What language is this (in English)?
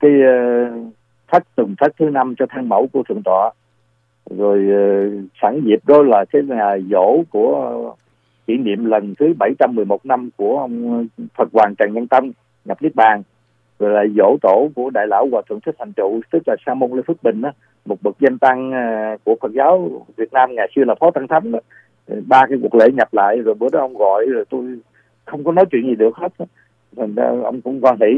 Vietnamese